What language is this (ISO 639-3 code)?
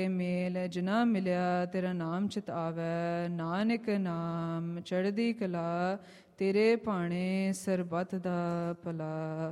pan